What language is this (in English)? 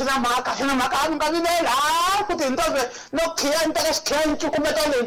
Tsonga